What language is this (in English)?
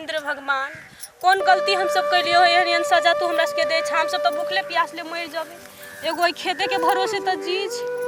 Maithili